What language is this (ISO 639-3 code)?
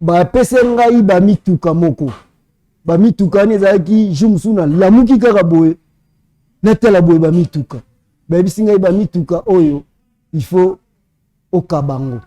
lin